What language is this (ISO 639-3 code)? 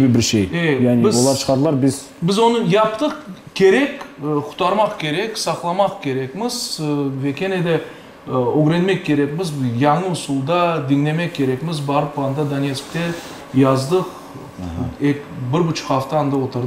crh